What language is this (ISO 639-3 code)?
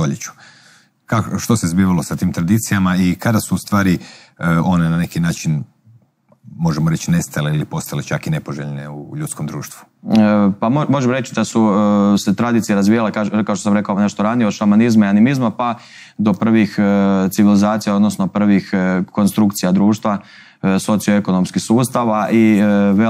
hrv